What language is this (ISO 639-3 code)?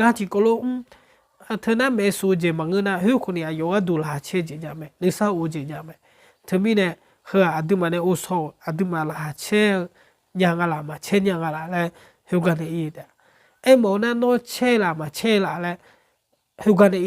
ahk